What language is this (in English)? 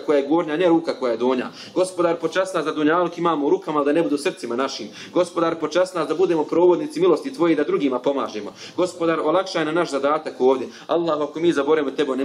Bosnian